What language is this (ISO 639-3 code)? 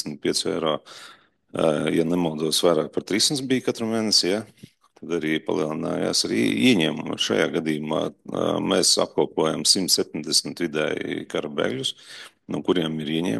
lav